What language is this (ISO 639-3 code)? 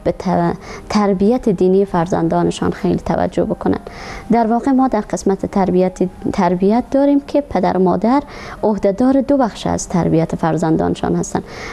fas